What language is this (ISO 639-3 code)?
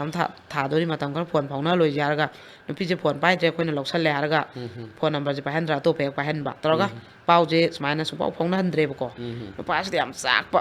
mni